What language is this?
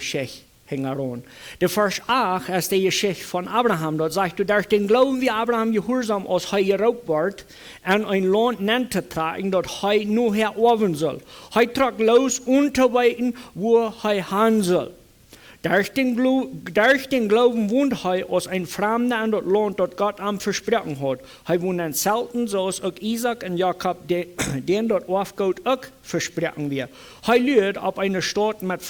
Plautdietsch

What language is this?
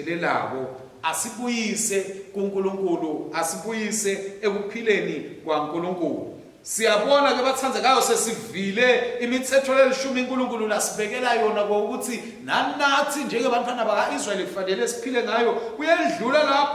Swati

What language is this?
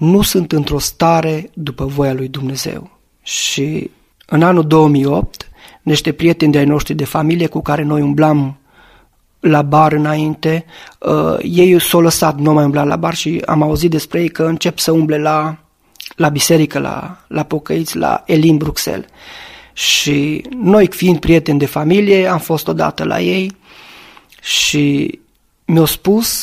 Romanian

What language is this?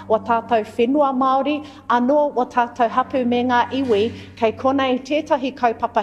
Māori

